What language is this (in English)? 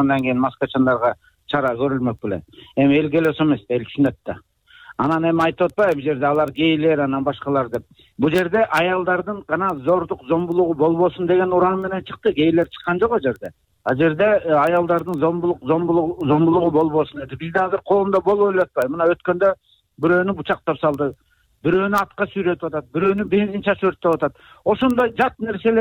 Kyrgyz